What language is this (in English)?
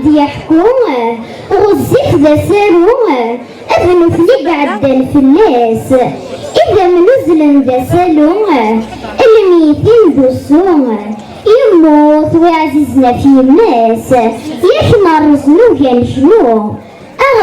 Kabyle